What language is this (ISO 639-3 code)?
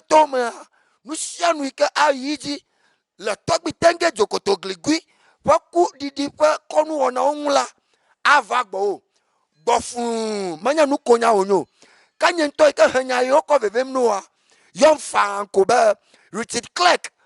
ewe